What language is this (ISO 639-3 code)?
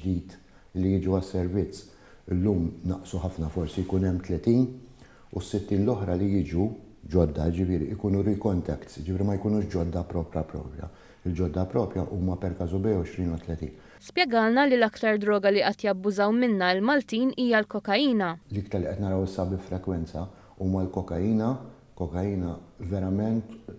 mlt